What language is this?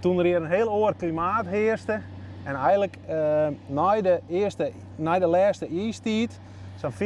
Western Frisian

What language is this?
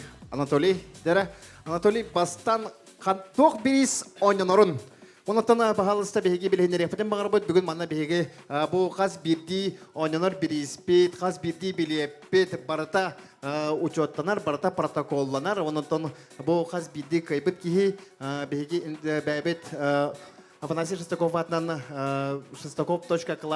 Yakut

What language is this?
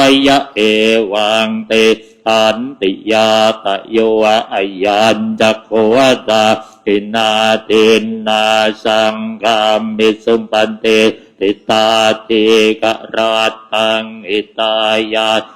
Pali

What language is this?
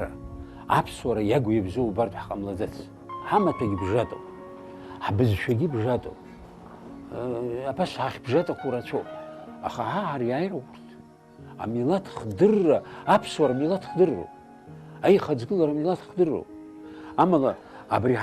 Abkhazian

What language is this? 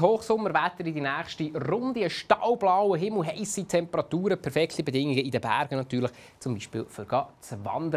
Swiss German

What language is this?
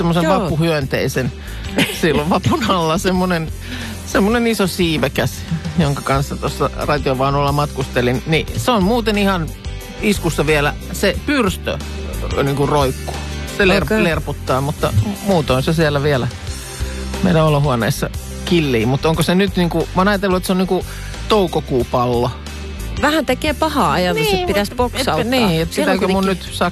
Finnish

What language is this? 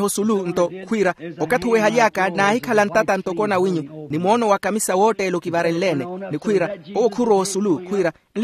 Makhuwa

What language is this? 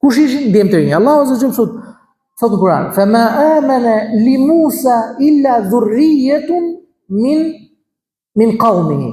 Albanian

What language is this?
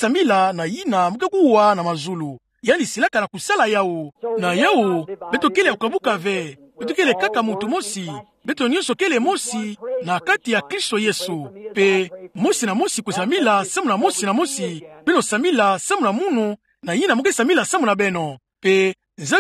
Kituba (Democratic Republic of Congo)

